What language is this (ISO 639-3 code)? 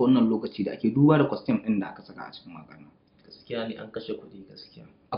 hau